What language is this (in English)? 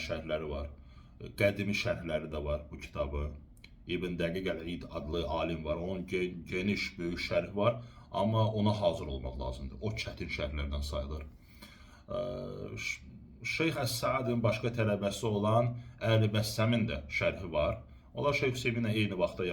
Azerbaijani